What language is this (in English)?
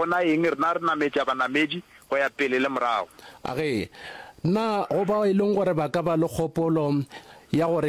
Northern Sotho